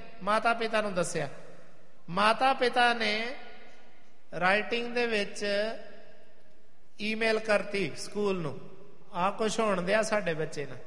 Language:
Punjabi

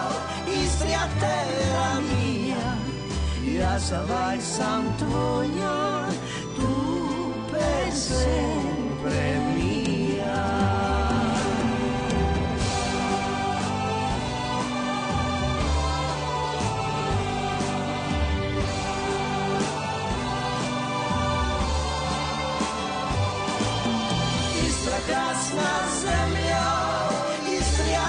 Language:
Croatian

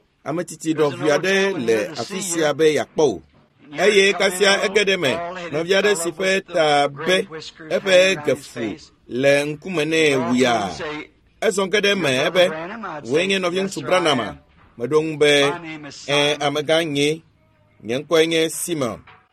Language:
Ewe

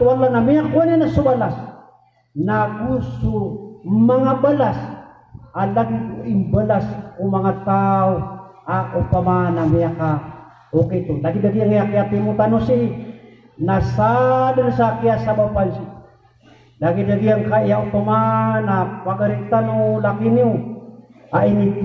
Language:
Maranao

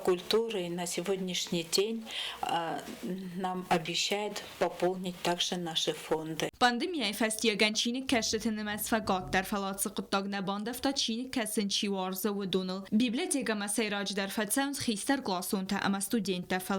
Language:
Ossetic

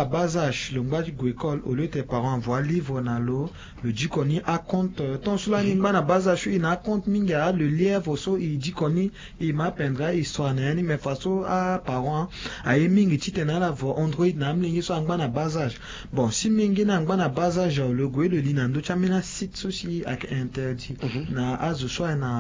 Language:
Sango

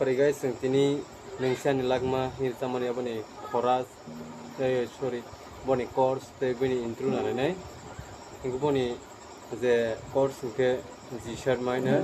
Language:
Kok Borok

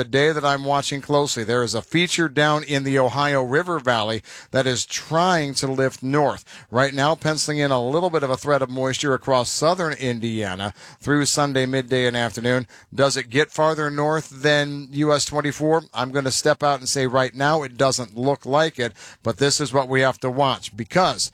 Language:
English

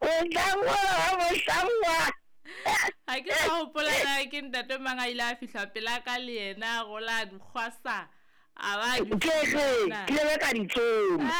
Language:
Southern Sotho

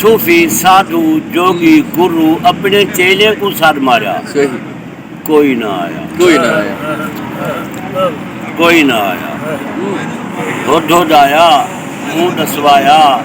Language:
Saraiki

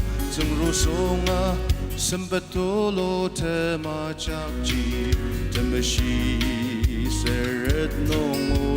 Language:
Ao Naga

